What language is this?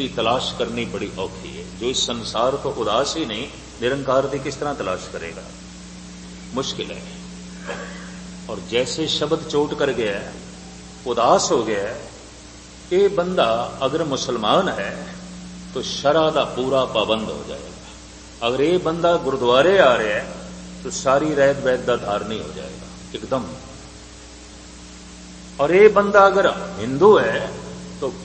Punjabi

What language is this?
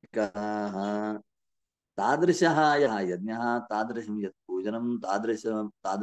Sanskrit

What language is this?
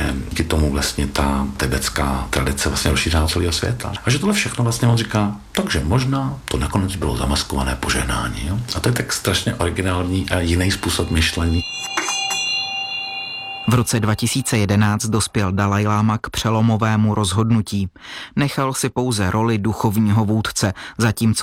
Czech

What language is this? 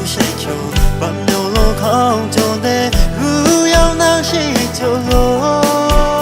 Kachin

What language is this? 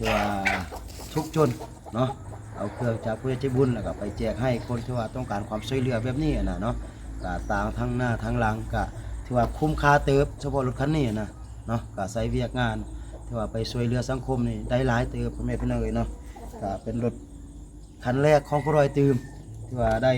Lao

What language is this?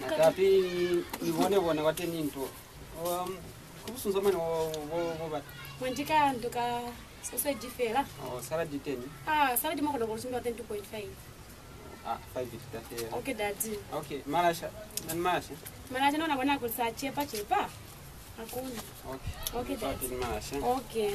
Lozi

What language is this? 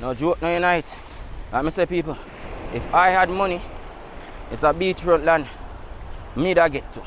Jamaican Creole English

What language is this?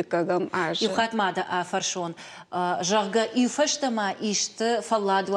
Ossetic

